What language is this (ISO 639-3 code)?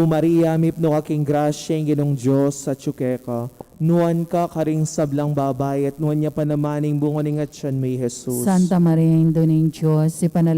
pam